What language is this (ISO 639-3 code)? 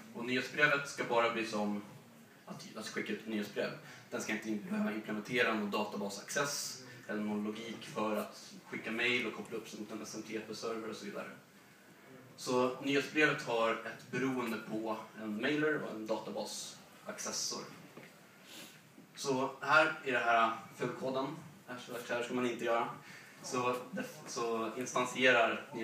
swe